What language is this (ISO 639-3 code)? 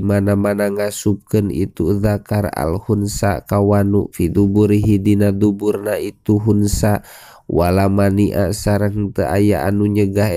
sun